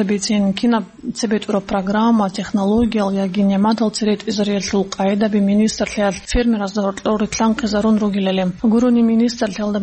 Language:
Avaric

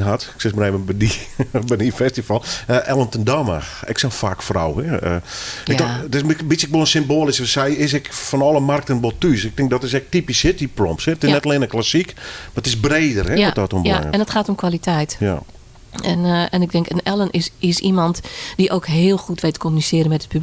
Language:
Western Frisian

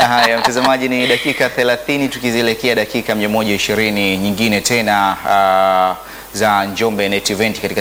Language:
Swahili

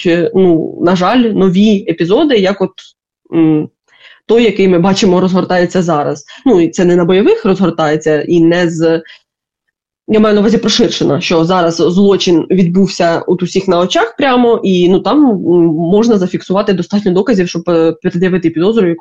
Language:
Ukrainian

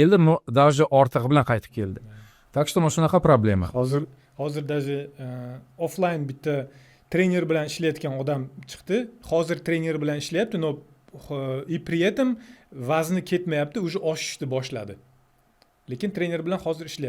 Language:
Uzbek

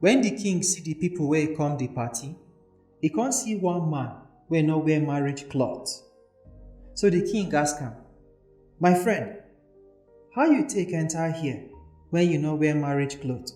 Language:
Nigerian Pidgin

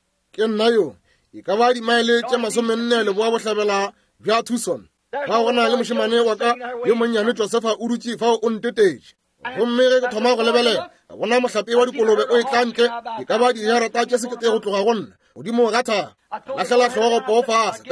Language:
Northern Sotho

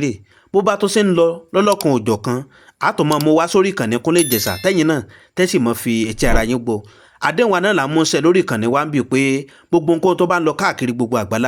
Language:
Yoruba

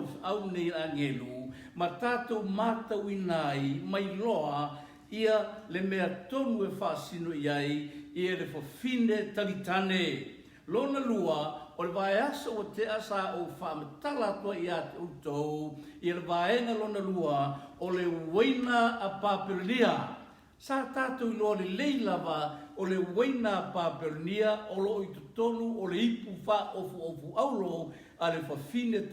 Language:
Samoan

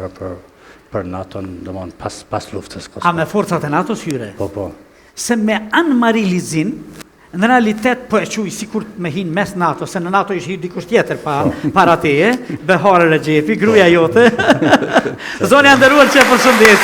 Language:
Albanian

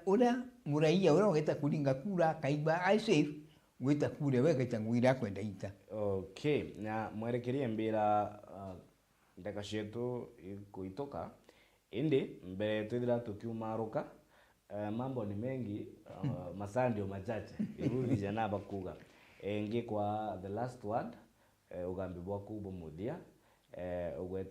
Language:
Meru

